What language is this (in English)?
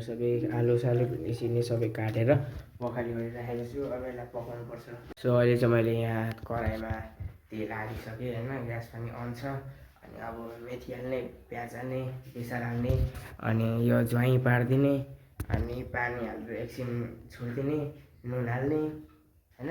Nepali